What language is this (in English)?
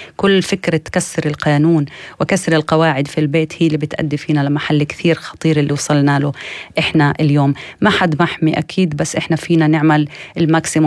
North Levantine Arabic